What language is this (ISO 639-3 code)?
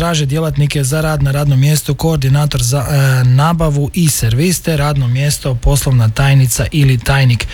hrv